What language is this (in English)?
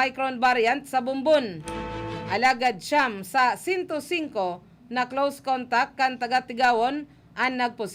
Bikol